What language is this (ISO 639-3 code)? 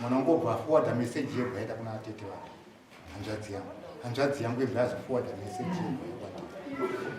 sna